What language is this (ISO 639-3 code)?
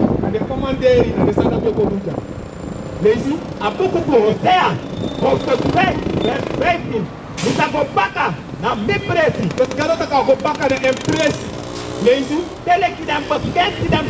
srn